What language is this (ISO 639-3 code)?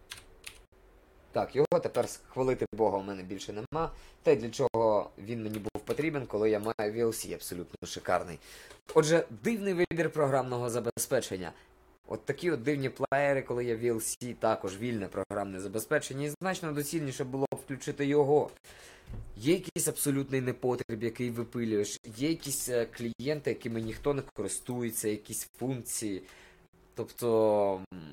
ukr